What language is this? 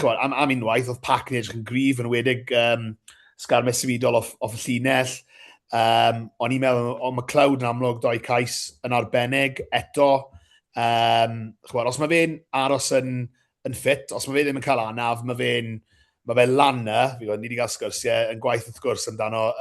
Welsh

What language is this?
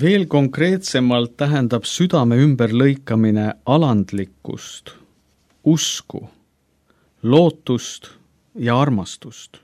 Estonian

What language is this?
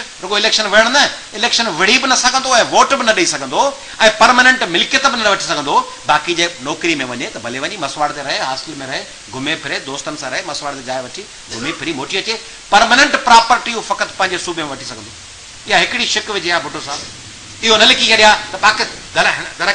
Sindhi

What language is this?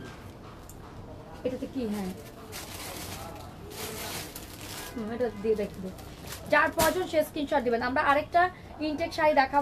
Bangla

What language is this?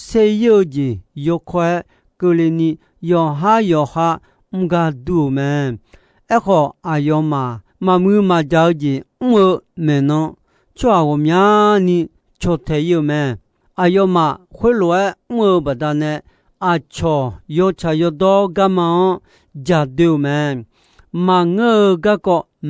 Akha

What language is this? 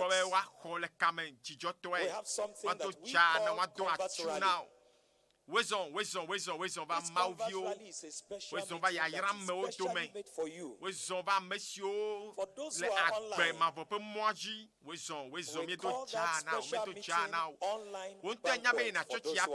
Ewe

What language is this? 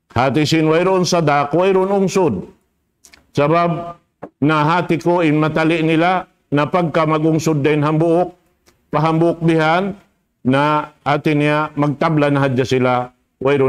Tausug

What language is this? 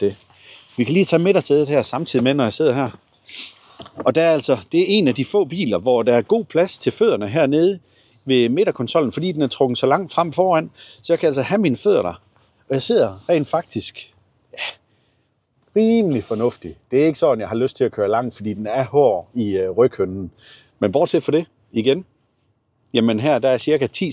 Danish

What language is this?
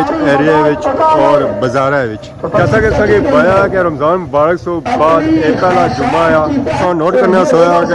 Pahari-Potwari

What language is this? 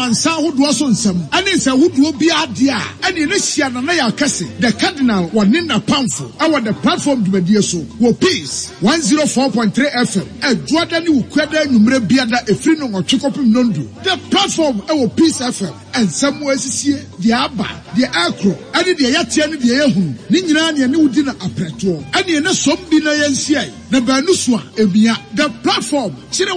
Akan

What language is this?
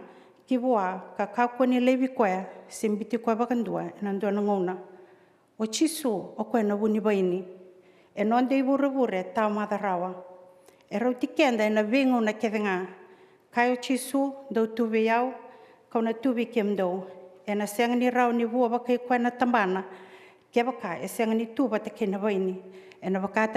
Fijian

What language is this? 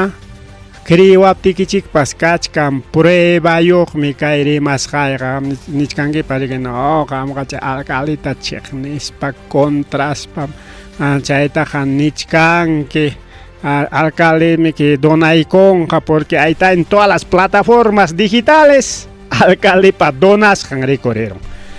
Ayacucho Quechua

